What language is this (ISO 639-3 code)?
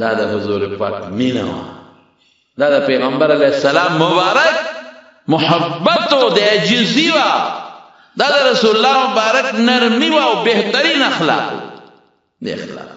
pus